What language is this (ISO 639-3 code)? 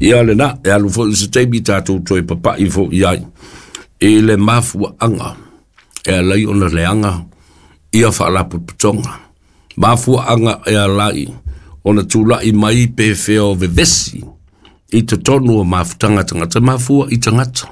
smo